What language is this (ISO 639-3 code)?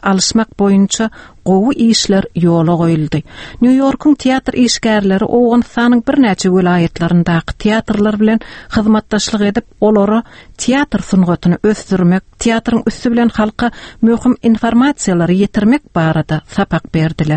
tuk